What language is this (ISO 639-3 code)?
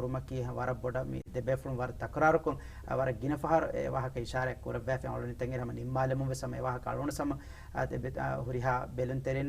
div